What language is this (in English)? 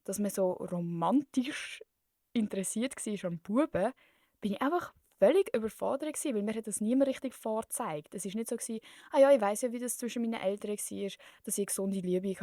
Swiss German